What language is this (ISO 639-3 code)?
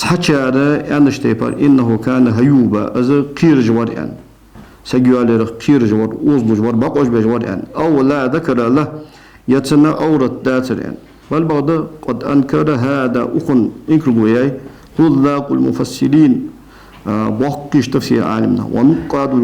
inh